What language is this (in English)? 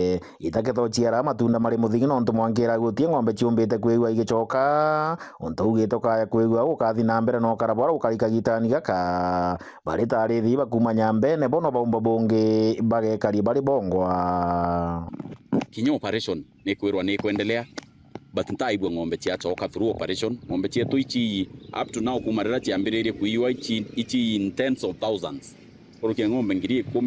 Meru